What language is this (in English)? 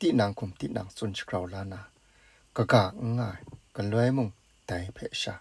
Kachin